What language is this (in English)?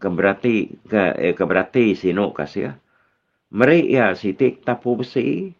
Iban